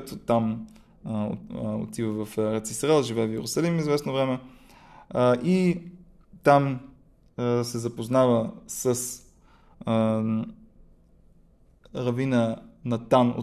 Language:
Bulgarian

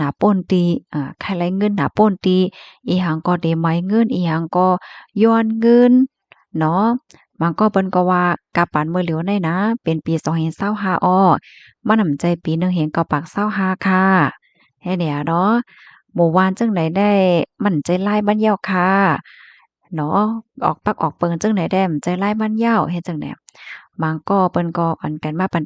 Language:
Shan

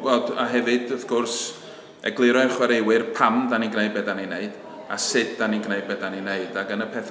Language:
Welsh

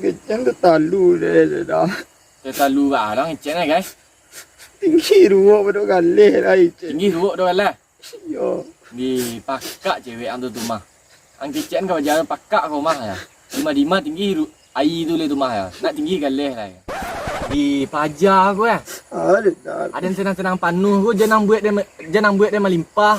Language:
Minangkabau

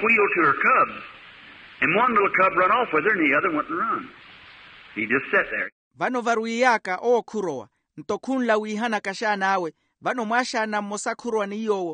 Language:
Makhuwa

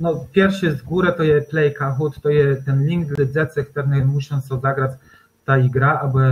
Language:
Kashubian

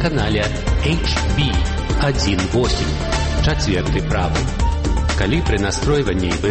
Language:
Belarusian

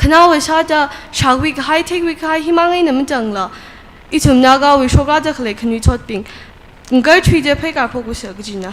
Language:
Tangkhul Naga (India)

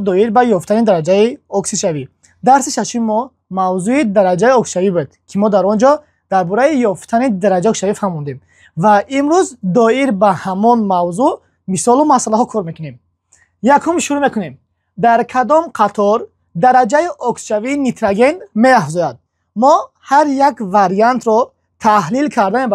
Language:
Tajik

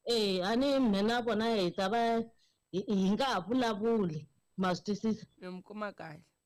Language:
Tsonga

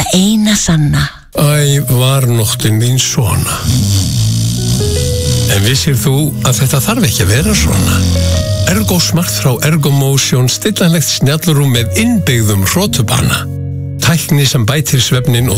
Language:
Icelandic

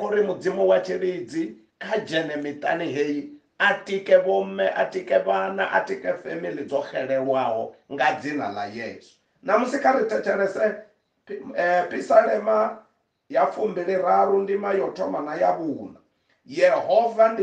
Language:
Venda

